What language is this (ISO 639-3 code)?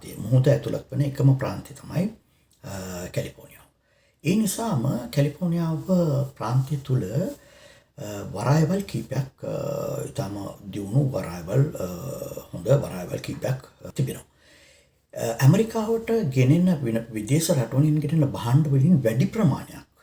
sin